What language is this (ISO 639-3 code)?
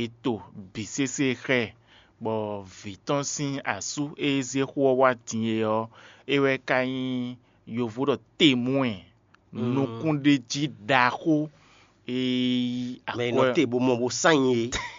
fon